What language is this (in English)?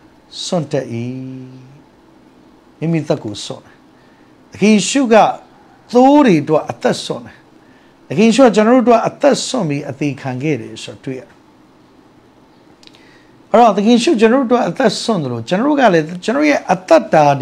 Burmese